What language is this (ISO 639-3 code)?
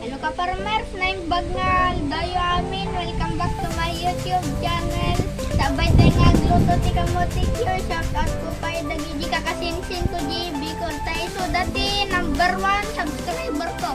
ilo